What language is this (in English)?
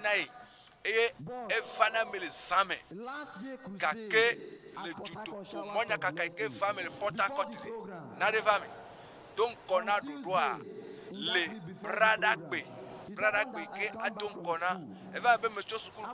Ewe